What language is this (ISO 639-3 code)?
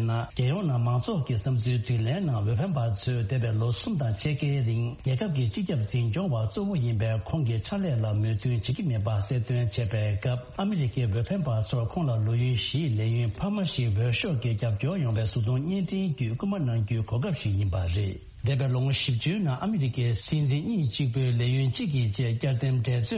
bod